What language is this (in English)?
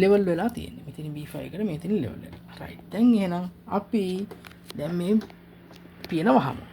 Sinhala